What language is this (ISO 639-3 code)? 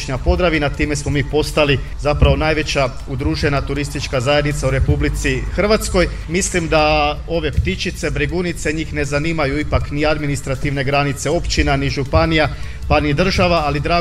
hrv